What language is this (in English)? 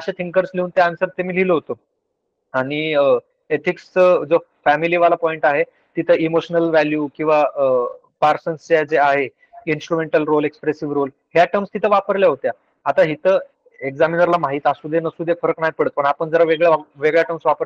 Marathi